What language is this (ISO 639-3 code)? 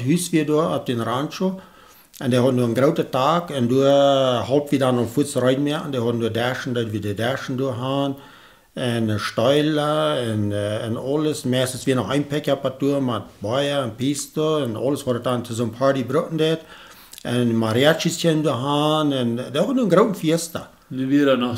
pdt